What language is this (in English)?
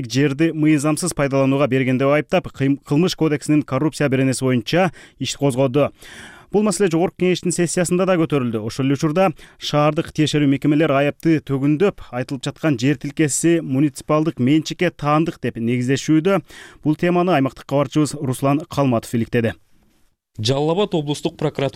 Kyrgyz